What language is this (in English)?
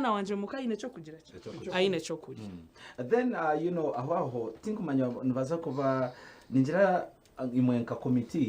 Nyankole